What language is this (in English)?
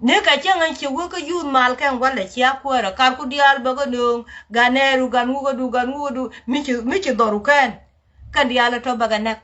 Nuer